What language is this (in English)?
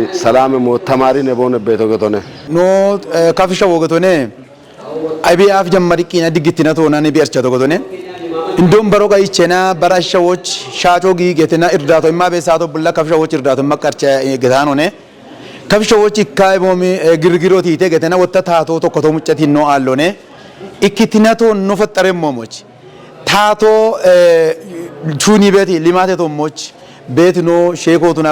Kafa